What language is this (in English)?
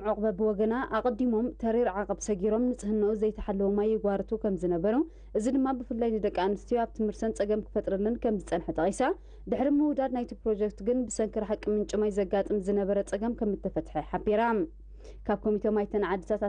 Tigrinya